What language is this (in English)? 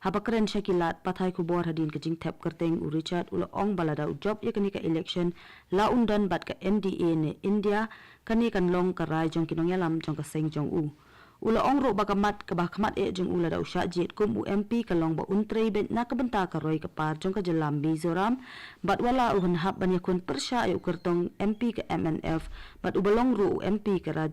Khasi